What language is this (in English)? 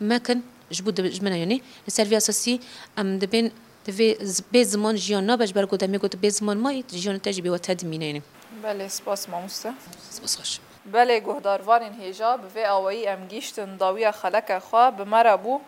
Kurdish